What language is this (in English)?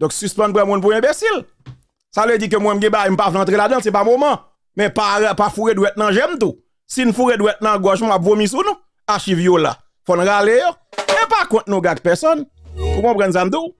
Haitian Creole